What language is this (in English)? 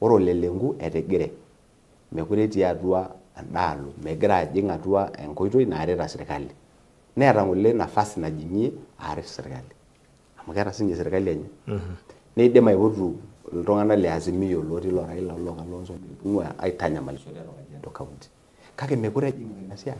Masai